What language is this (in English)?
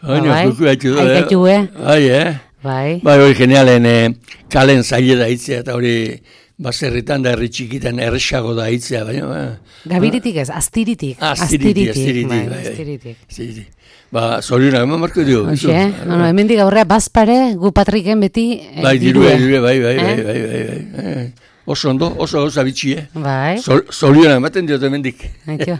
Basque